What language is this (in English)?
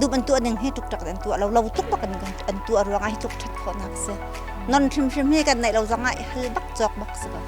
Hakha Chin